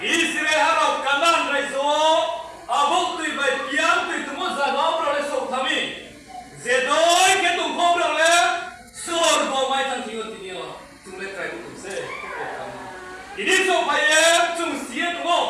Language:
Riang (India)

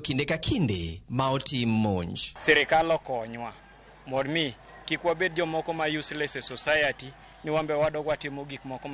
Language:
Luo (Kenya and Tanzania)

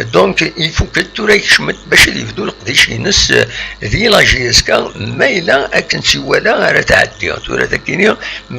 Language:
Kabyle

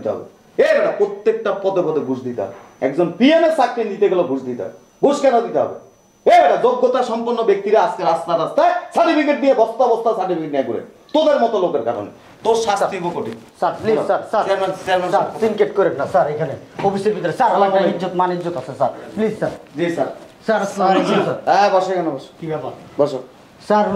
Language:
Bangla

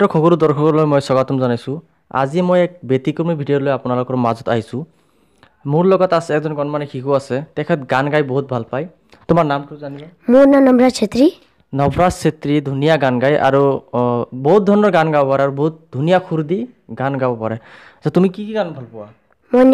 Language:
Assamese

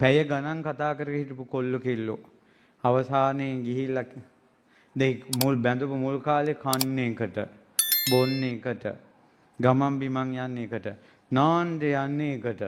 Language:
Sinhala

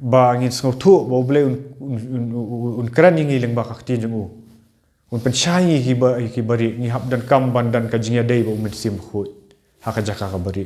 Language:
Khasi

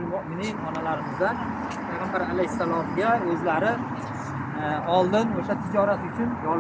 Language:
Uzbek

